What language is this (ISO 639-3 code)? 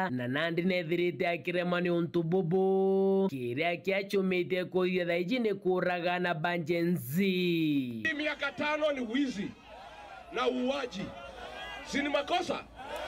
mer